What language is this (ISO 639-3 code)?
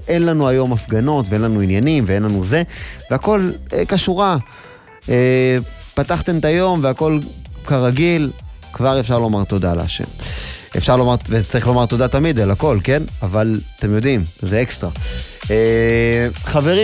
heb